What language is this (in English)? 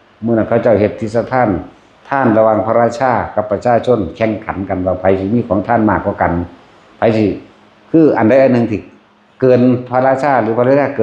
Northeastern Thai